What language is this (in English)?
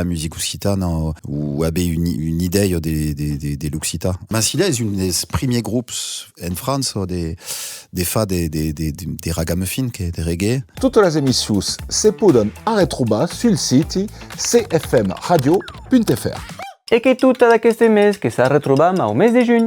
Occitan